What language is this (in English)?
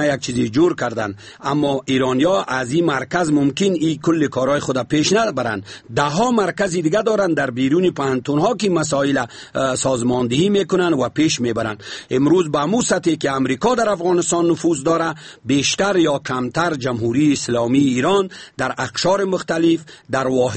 Persian